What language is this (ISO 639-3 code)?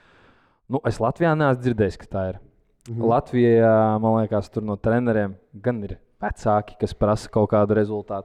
lav